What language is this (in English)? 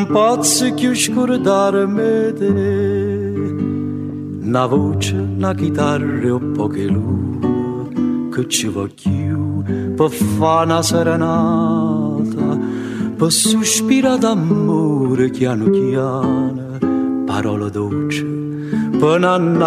Italian